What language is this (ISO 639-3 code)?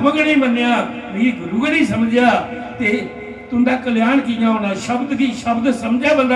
doi